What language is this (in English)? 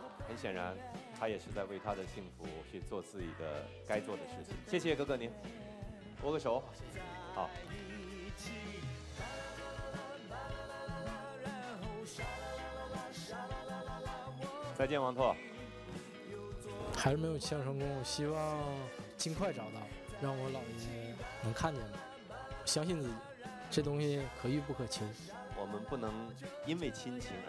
Chinese